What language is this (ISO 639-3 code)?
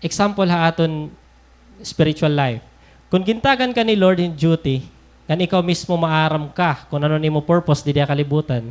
war